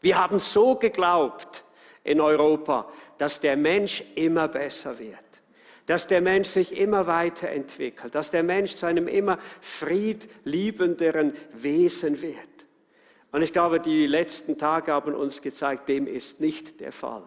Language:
Swiss German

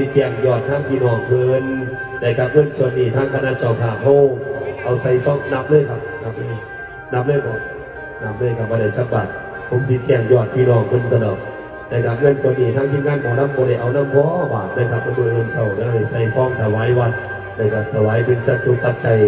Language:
Northeastern Thai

